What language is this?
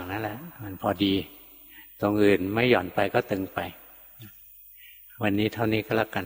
Thai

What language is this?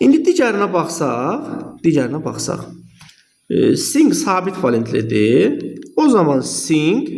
Azerbaijani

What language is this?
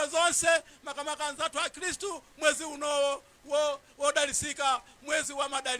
Nyanja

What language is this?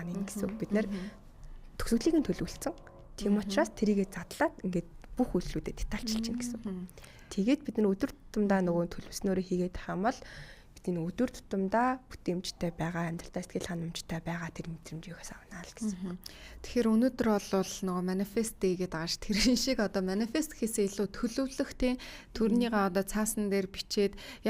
Mongolian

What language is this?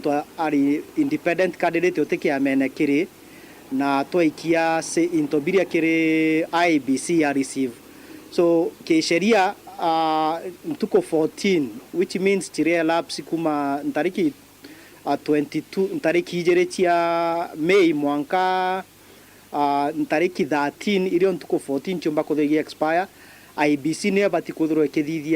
Meru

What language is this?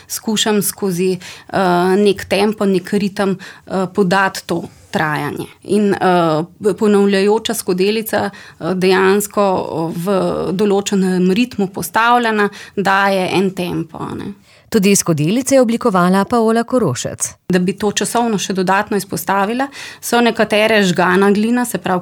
Slovenian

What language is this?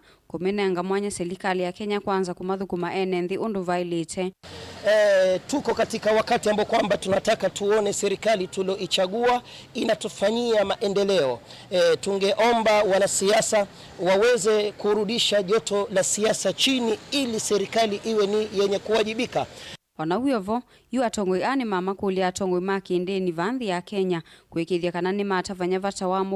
Kamba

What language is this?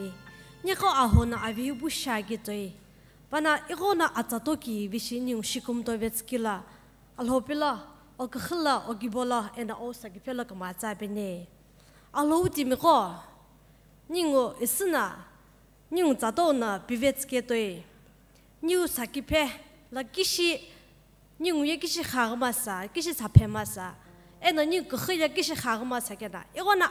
Sumi Naga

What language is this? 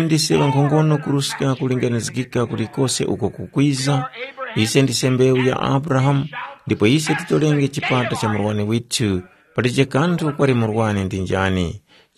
Tumbuka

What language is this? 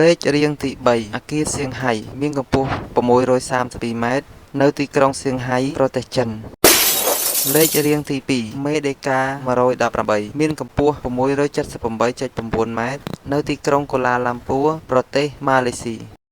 Khmer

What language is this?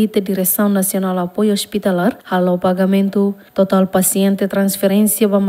Tetum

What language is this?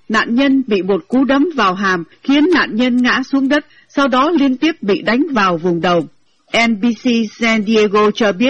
Vietnamese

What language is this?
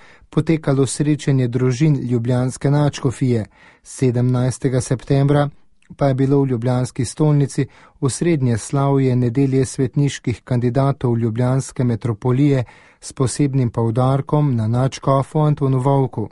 Slovenian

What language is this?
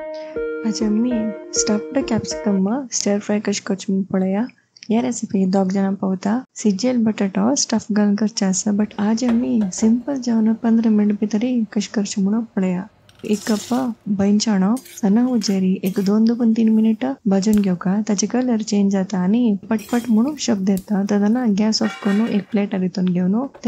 Konkani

